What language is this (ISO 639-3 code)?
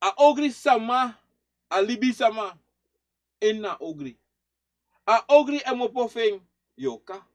srn